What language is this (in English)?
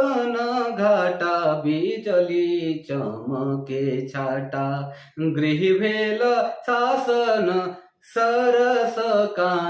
Sadri